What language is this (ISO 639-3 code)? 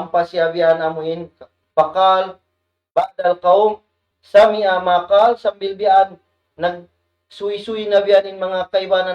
tsg